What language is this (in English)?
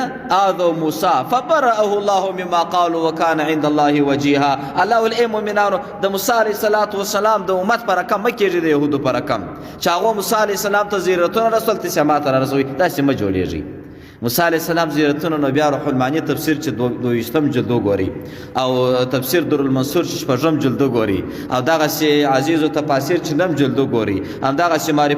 Pashto